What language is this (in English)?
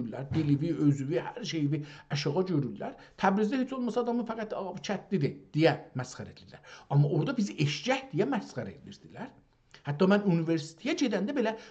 South Azerbaijani